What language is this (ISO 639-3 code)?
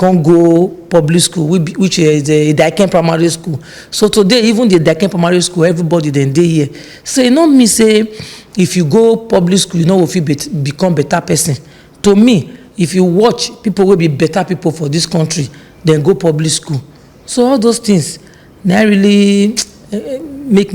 pcm